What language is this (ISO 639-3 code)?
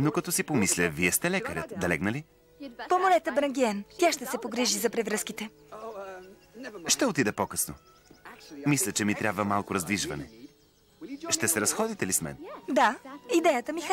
bul